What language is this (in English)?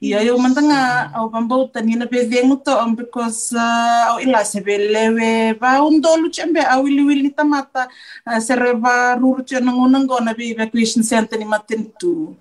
Fijian